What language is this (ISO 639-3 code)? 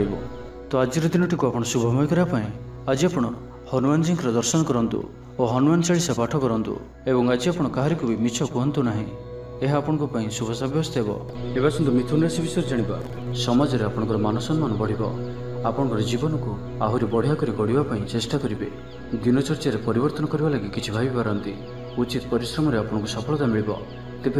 ori